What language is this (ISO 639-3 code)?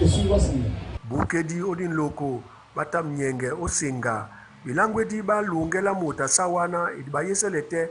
dua